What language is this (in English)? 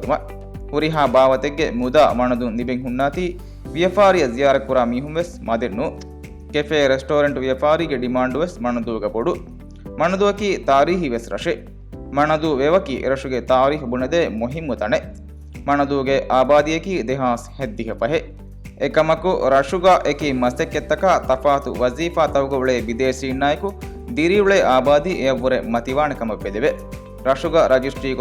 Divehi